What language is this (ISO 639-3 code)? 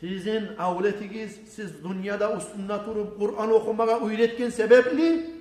kum